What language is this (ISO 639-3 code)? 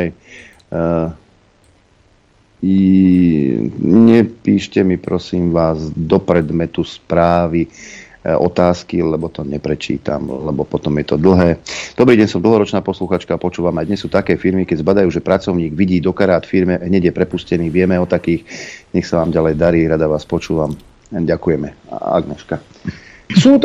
slk